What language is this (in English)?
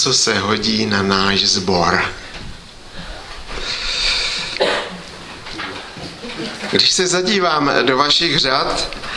Czech